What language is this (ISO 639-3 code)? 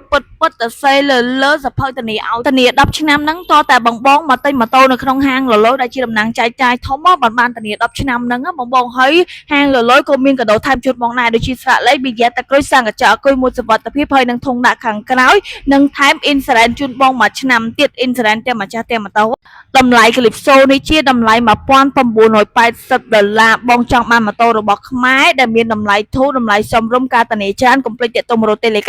khm